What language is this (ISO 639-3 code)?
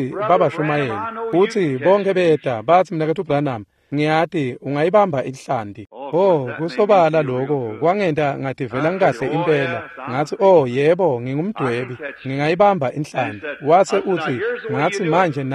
ssw